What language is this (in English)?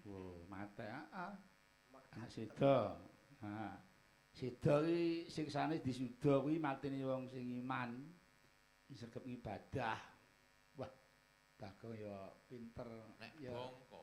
Javanese